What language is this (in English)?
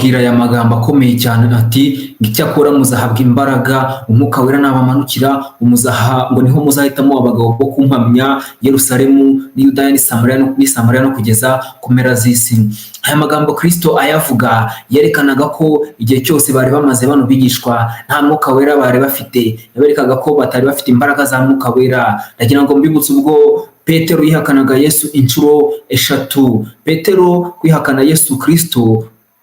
Kinyarwanda